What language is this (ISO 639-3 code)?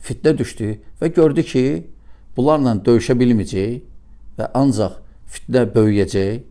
aze